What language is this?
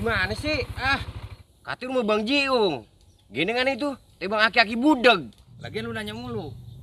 Betawi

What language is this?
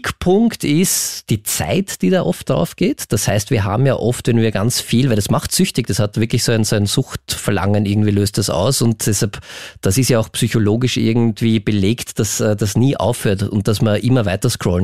German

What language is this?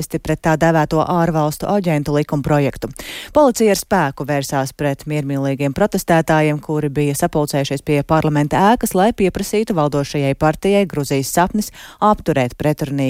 Latvian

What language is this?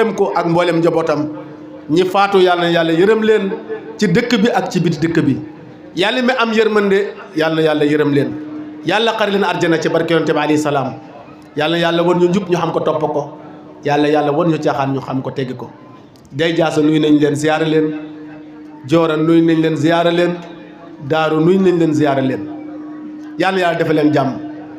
Wolof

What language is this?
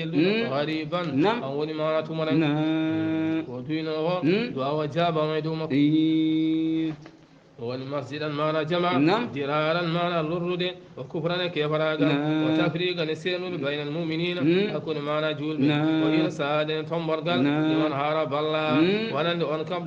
Fula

